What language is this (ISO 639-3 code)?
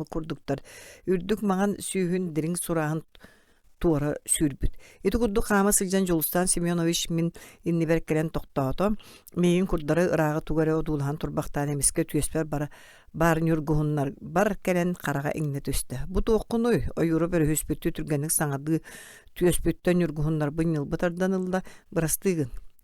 sah